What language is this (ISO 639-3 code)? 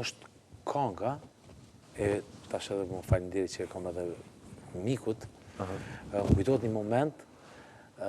sqi